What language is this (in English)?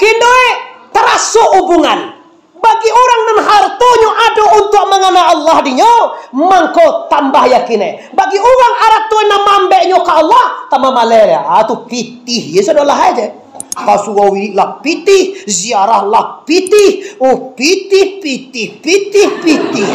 Minangkabau